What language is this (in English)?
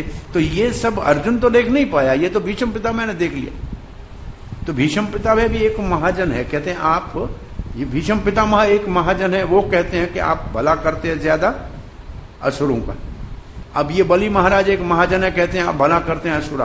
Hindi